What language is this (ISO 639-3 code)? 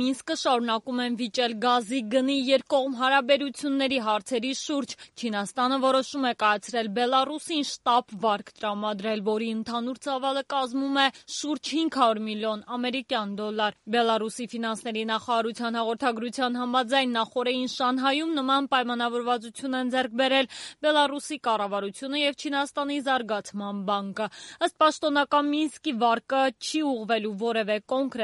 hye